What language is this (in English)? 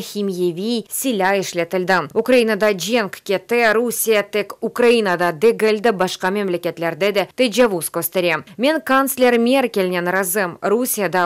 Crimean Tatar